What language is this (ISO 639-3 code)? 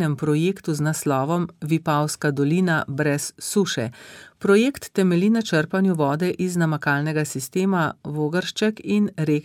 slv